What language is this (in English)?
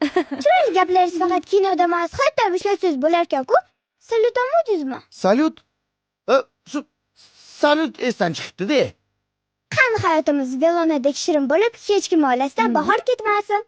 Uzbek